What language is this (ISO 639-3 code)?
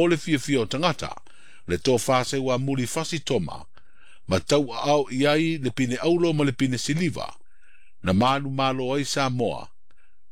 smo